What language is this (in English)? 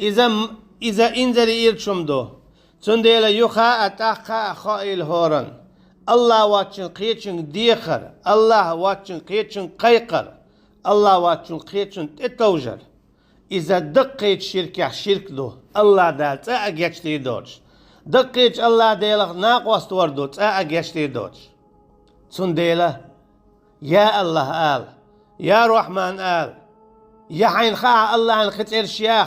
Chechen